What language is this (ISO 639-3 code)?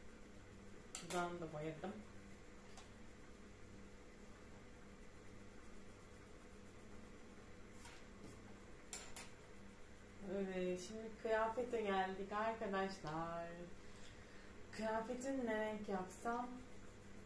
tur